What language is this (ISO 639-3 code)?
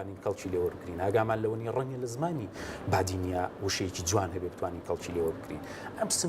ckb